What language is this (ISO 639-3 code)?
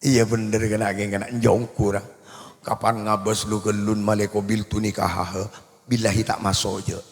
mad